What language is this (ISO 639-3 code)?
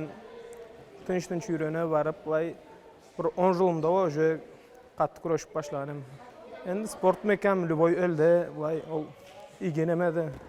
krc